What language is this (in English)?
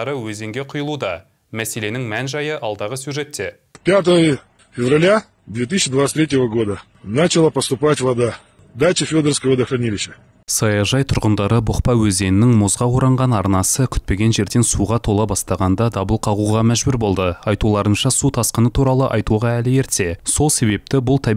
Kazakh